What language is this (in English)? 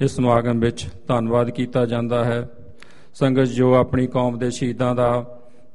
Punjabi